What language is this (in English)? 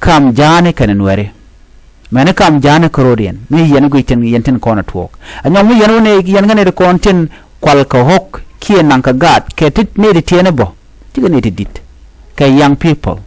Nuer